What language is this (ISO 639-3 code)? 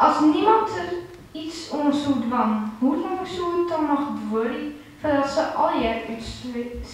fry